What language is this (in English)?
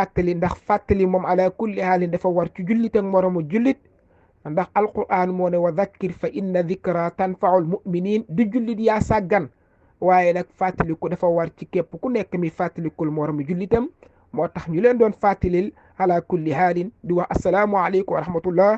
Wolof